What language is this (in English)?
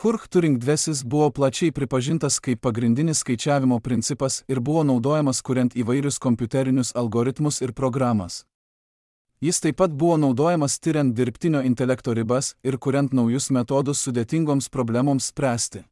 Lithuanian